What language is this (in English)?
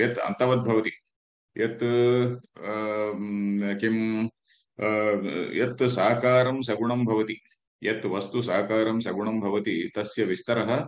Sanskrit